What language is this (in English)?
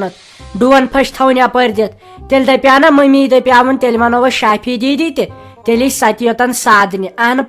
Kashmiri